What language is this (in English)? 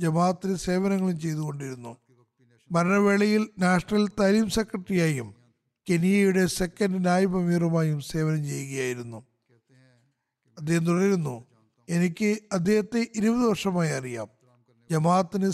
Malayalam